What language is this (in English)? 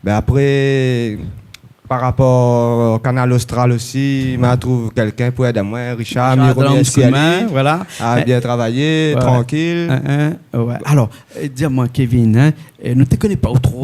Réunion Creole French